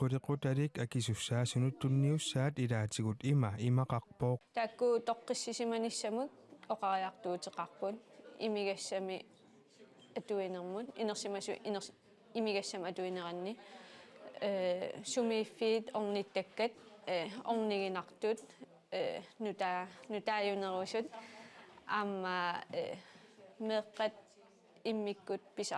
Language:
Kalaallisut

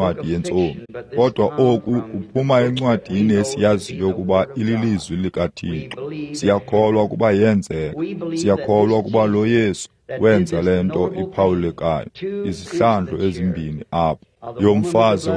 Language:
Xhosa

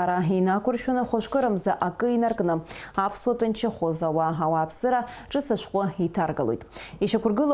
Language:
Abkhazian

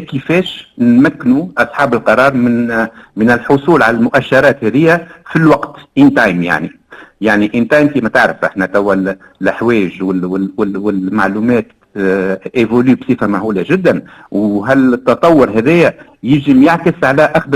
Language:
Tunisian Arabic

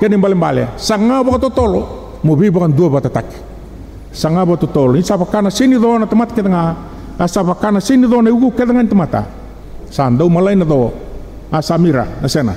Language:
Fijian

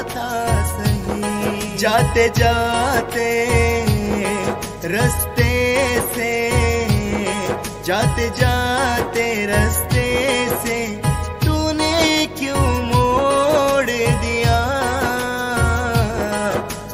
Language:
Hindi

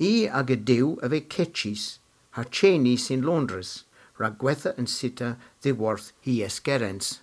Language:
Cornish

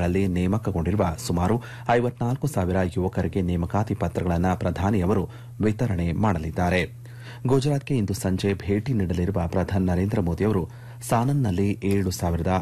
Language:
Kannada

